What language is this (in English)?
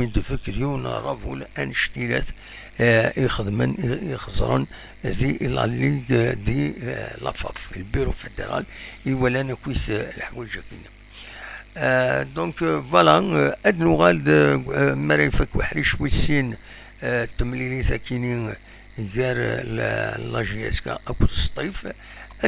Kabyle